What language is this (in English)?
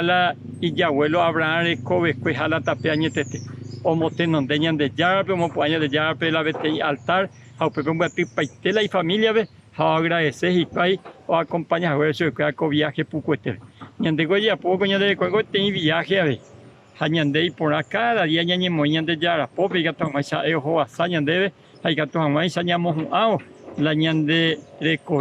Guarani